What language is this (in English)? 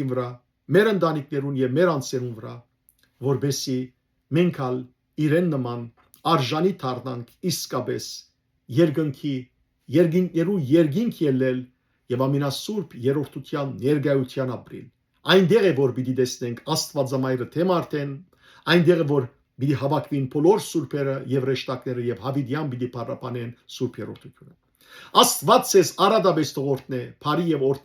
Western Armenian